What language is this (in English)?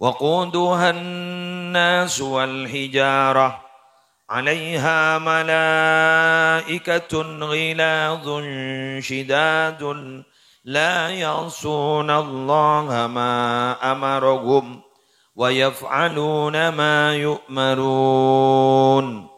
Madurese